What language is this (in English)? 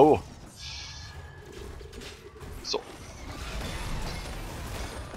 German